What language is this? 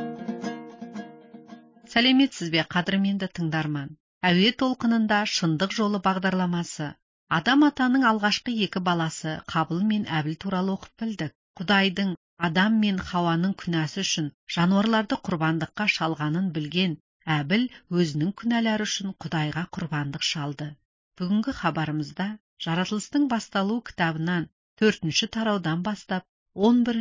Kazakh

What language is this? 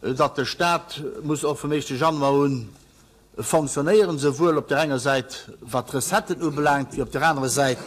Luxembourgish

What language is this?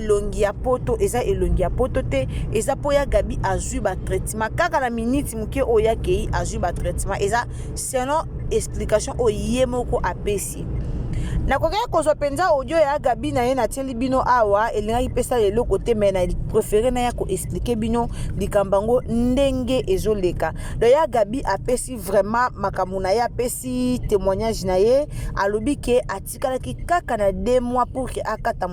Lingala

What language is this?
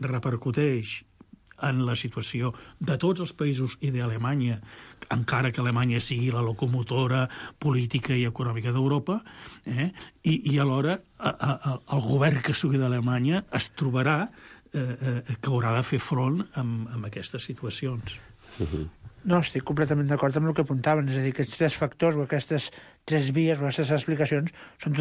Catalan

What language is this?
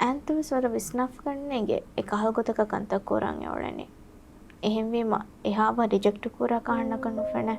Divehi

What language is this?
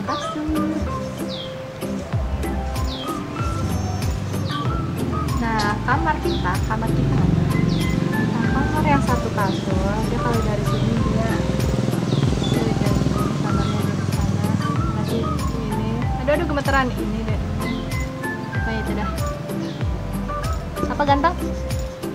Indonesian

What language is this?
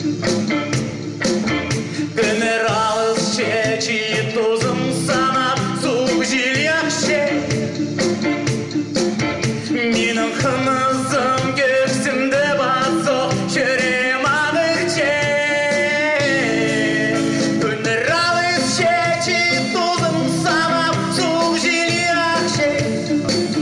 Khakas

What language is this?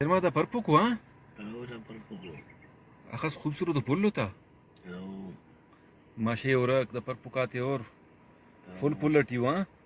Brahui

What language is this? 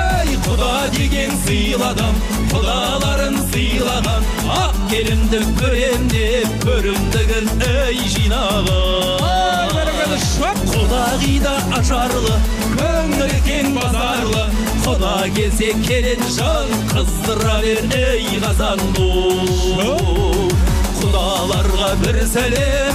Kazakh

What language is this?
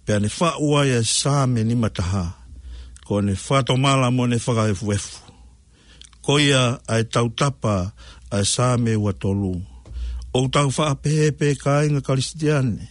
Tongan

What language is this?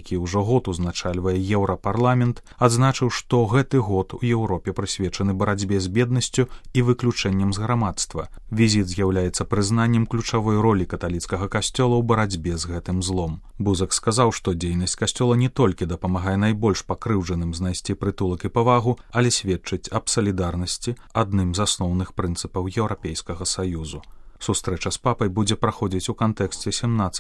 Belarusian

